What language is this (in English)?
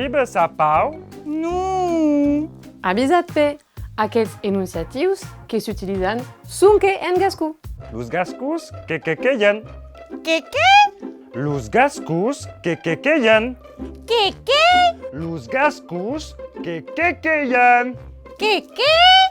Occitan